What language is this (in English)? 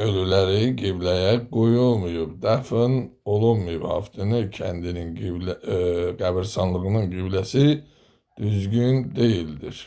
Azerbaijani